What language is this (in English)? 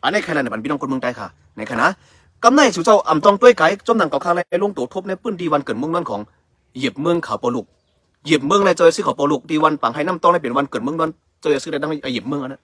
Shan